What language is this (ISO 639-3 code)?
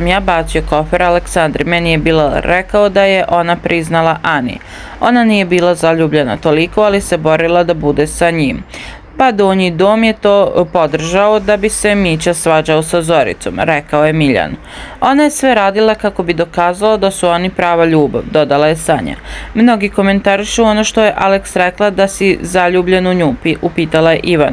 srp